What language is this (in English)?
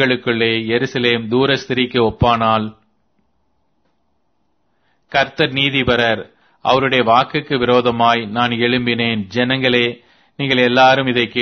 Tamil